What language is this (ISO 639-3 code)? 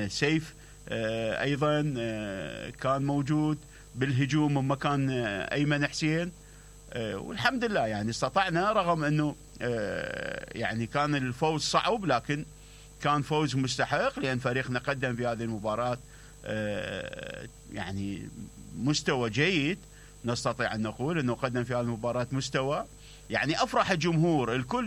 acm